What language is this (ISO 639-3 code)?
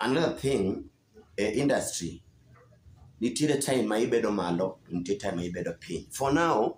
luo